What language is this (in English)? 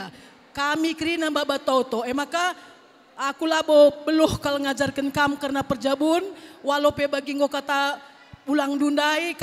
Batak Karo